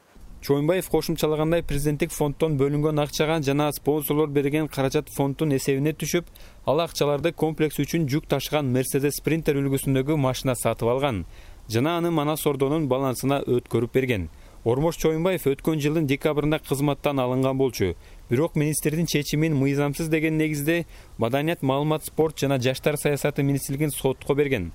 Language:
Kyrgyz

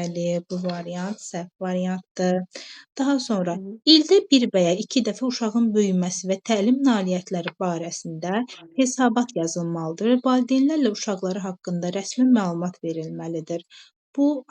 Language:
Azerbaijani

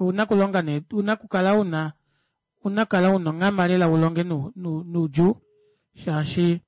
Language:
Kuanyama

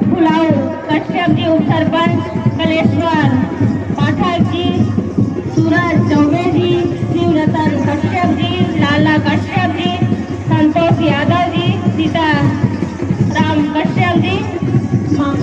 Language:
Chhattisgarhi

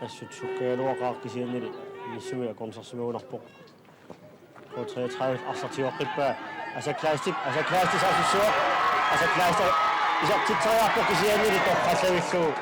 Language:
Kalaallisut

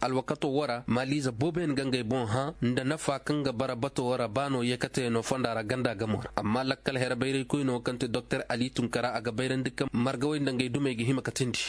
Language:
Koyraboro Senni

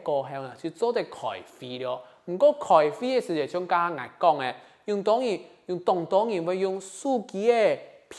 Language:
Hakka Chinese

